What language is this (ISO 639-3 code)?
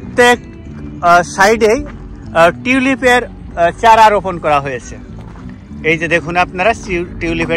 ben